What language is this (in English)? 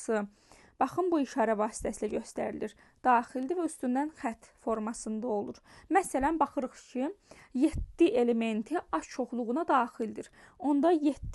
Azerbaijani